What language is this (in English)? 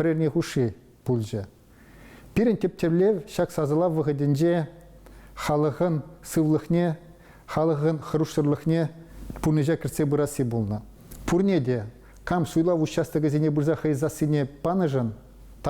Chuvash